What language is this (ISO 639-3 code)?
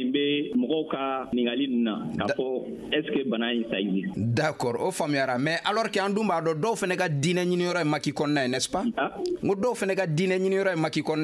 bam